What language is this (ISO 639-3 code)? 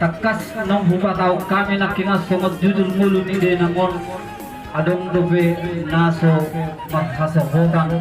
bbc